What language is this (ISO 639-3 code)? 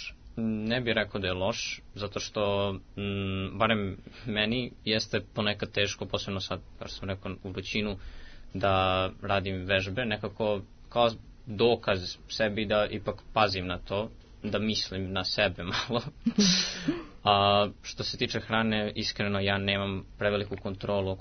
srp